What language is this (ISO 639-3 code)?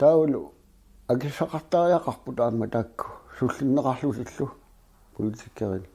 kal